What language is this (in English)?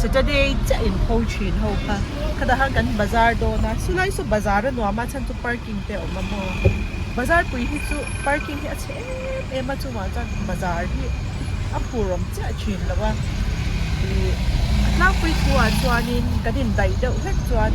Mizo